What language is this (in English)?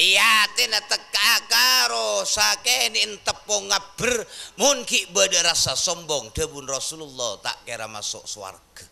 Madurese